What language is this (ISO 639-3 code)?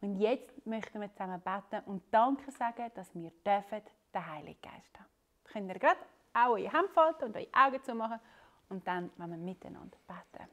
gsw